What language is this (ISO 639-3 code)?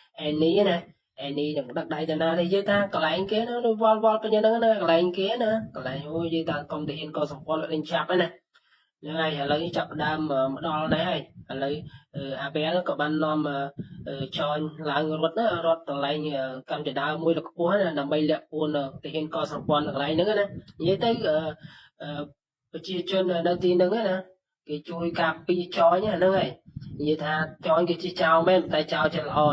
khm